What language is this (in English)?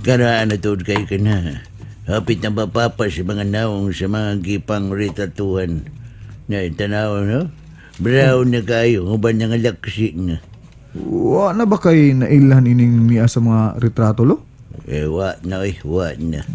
Cebuano